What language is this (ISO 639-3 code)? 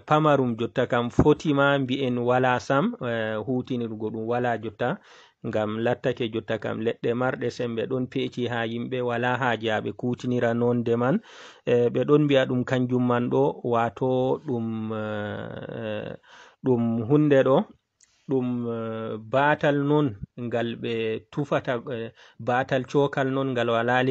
ful